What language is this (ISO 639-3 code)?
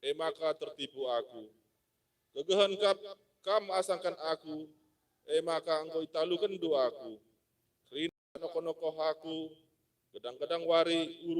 btx